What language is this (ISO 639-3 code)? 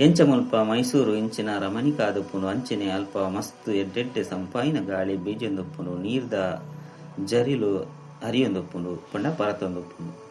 tcy